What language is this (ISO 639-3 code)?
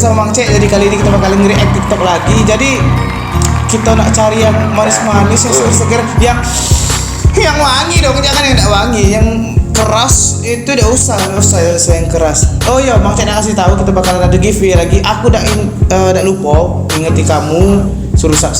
mui